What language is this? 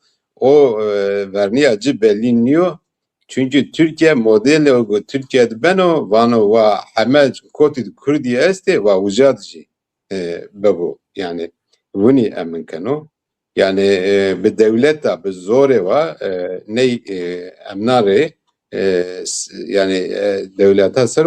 Zaza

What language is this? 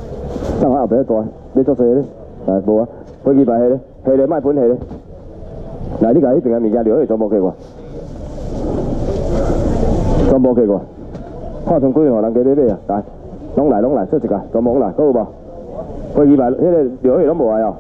Min Nan Chinese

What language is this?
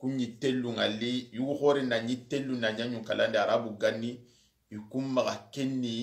Soninke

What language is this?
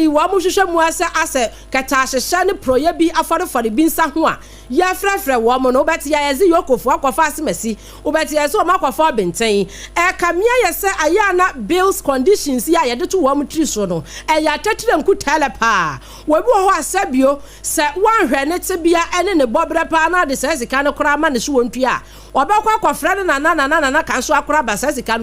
Akan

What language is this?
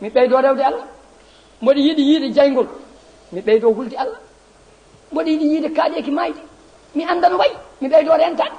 Fula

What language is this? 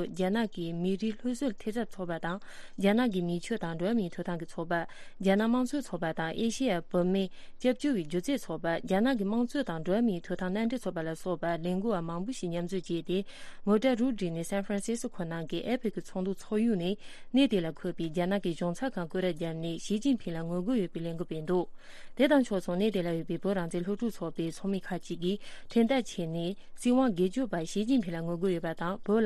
Tibetan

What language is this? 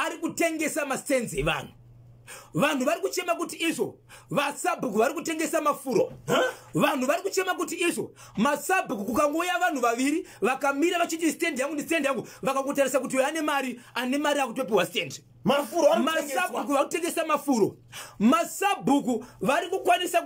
Shona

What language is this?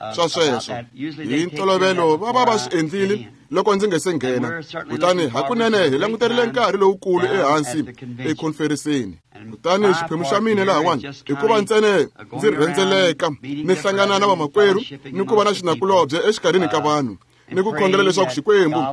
Tsonga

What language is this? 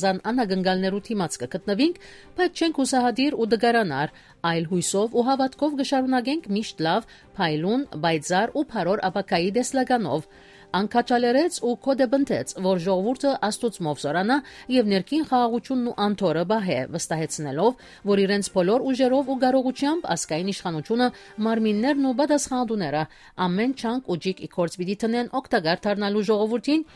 Western Armenian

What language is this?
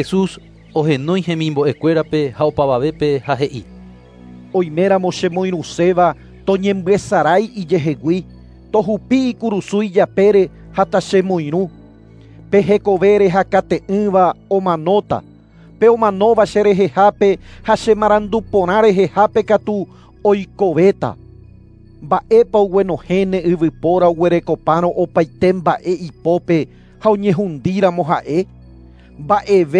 Guarani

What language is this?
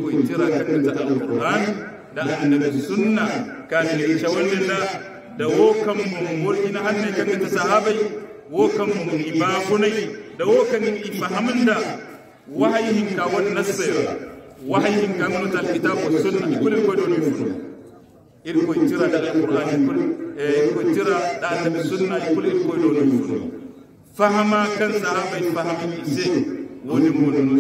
Hausa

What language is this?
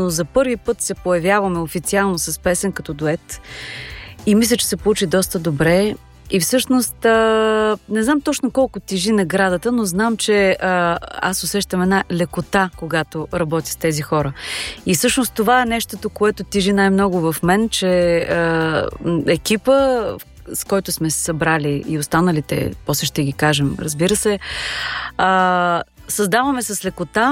Bulgarian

